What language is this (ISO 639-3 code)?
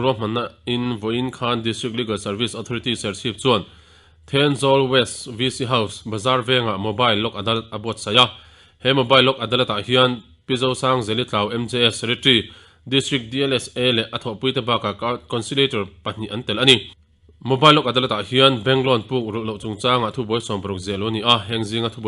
lus